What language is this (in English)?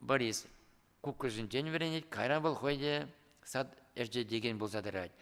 Chuvash